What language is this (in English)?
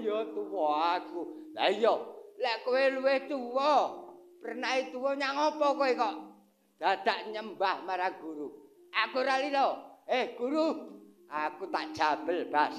Javanese